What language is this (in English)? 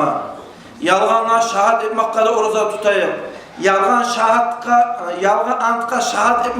Kumyk